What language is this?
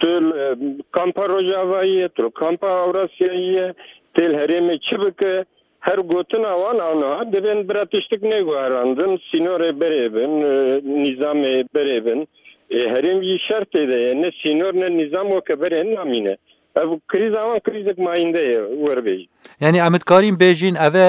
Kurdish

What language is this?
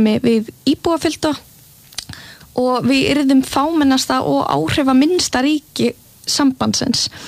Icelandic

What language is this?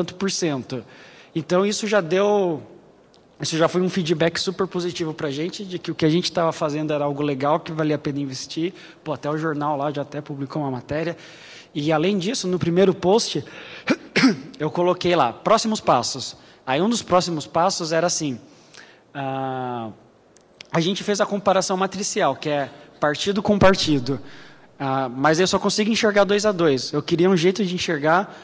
Portuguese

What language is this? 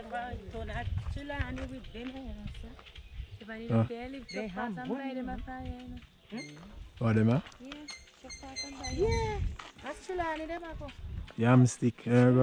Jamaican Creole English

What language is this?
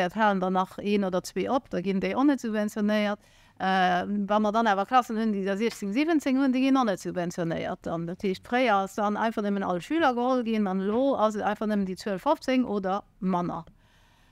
Luxembourgish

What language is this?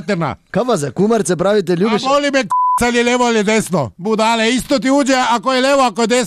Slovenian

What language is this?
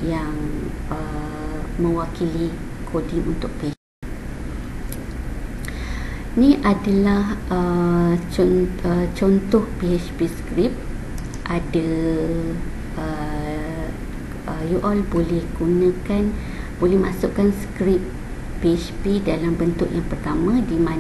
Malay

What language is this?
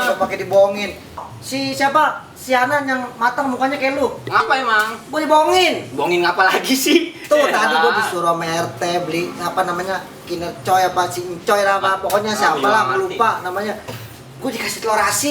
Betawi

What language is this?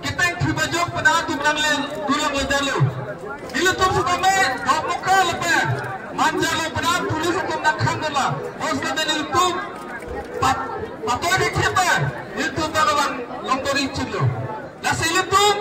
Karbi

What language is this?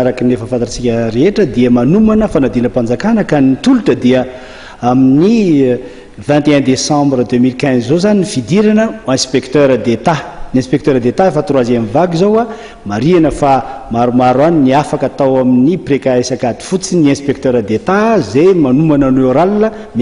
Malagasy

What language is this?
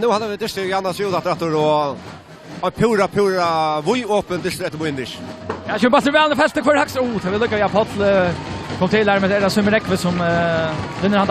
Faroese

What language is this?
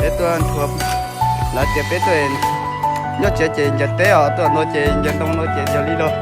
Hmong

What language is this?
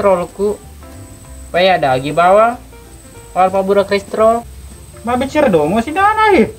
Buginese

